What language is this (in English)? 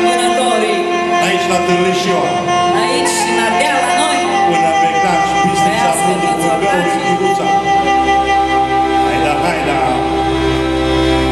Romanian